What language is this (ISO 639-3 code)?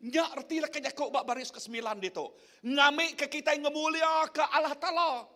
iba